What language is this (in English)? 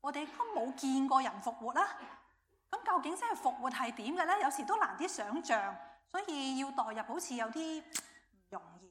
Cantonese